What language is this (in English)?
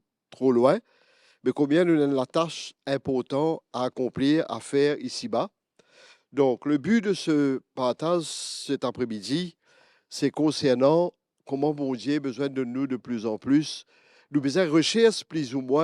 Morisyen